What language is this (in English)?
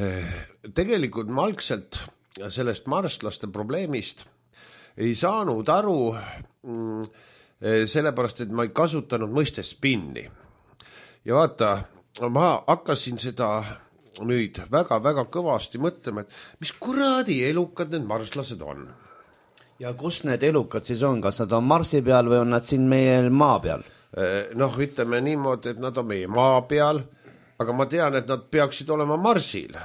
Estonian